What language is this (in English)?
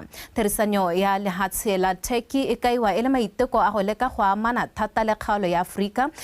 Tswana